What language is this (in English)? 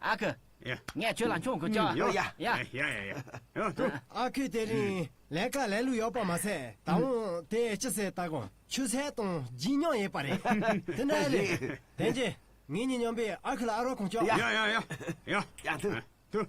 Tibetan